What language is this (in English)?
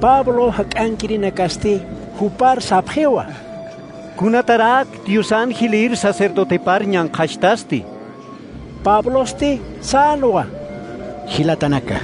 Aymara